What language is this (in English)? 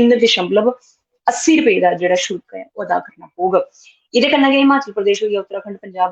Dogri